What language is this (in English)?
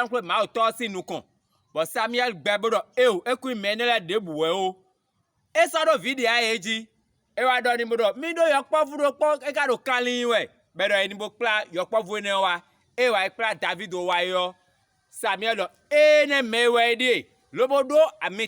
Fon